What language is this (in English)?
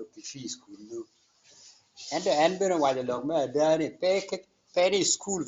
Acoli